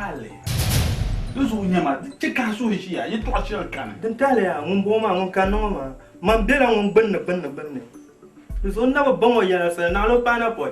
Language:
Dagbani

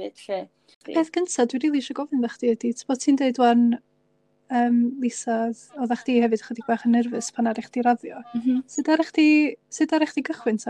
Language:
Welsh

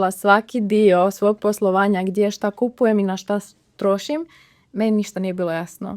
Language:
Macedonian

